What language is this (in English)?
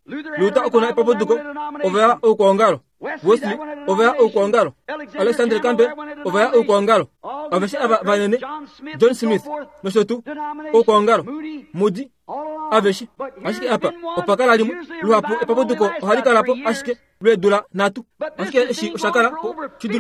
Kuanyama